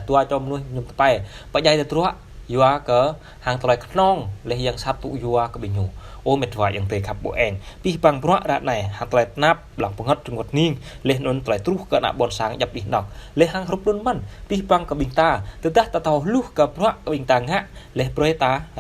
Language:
Jarai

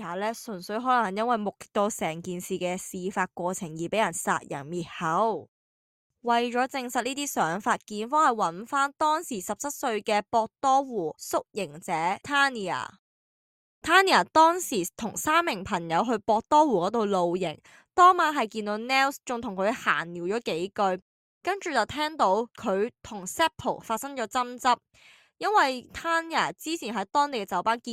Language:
Cantonese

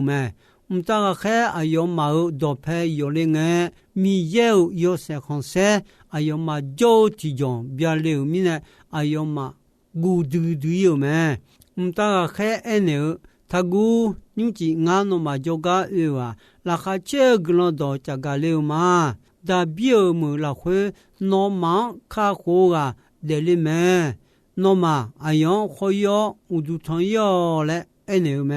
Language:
Akha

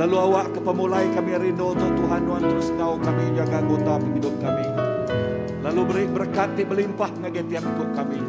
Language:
Iban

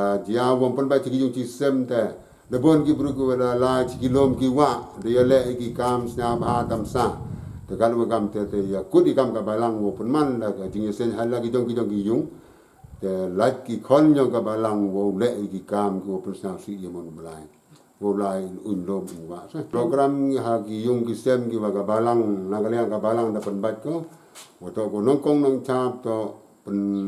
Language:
Pnar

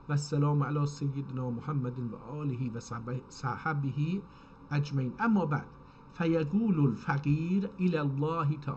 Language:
South Azerbaijani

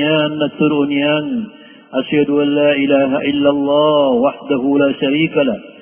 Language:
Maranao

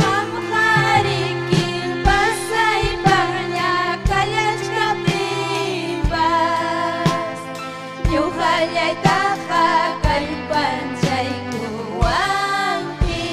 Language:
Ayacucho Quechua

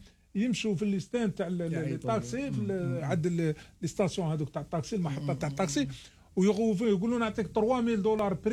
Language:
Algerian Arabic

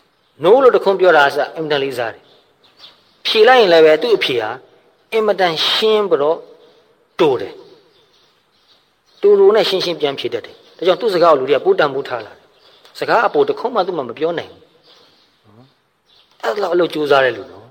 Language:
Burmese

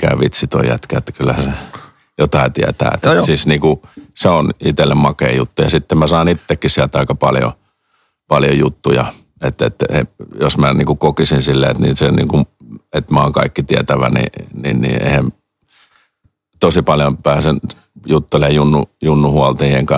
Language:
Finnish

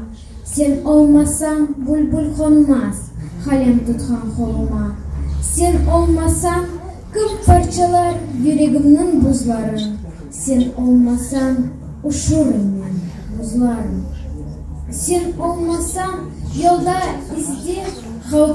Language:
Crimean Tatar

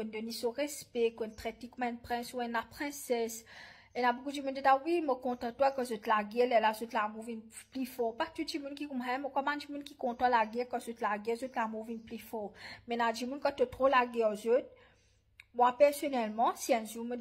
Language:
Morisyen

